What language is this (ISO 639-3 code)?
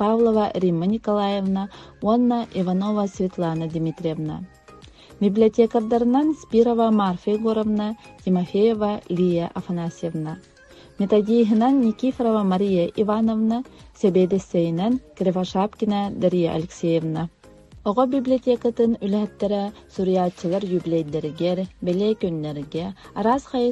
sah